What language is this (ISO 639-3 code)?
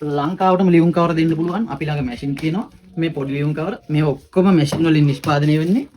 sin